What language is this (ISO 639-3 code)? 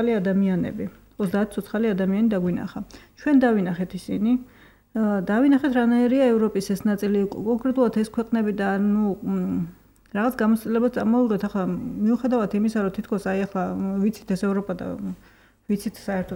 kat